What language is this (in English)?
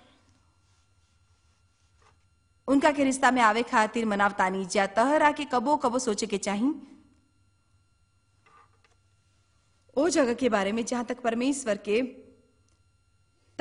Bhojpuri